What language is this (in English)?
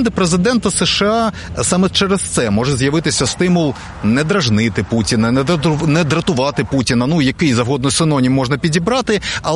Ukrainian